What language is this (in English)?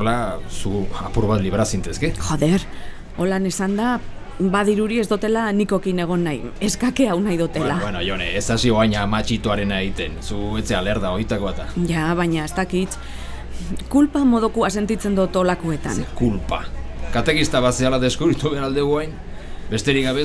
Basque